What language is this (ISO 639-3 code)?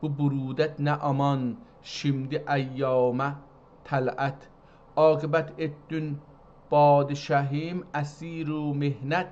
azb